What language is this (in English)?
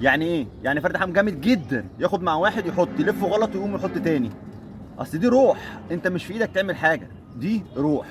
Egyptian Arabic